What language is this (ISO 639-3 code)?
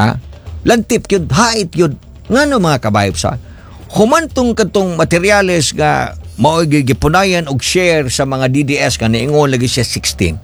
ceb